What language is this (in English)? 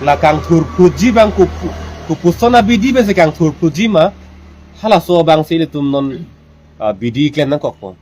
Karbi